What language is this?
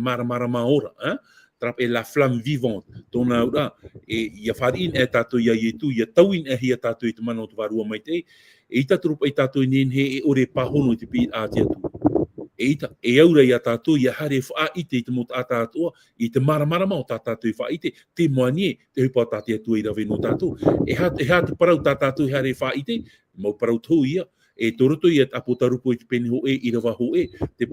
Tahitian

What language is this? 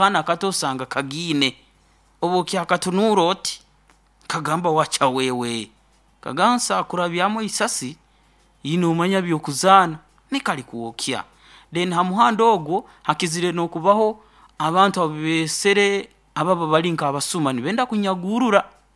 Nyoro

